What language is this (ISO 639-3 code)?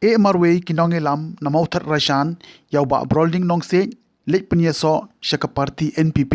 kha